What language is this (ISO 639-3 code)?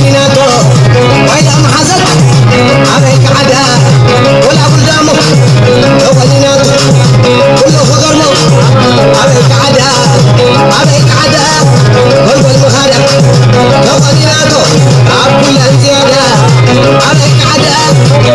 tir